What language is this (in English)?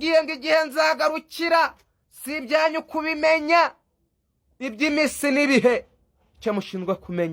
Kinyarwanda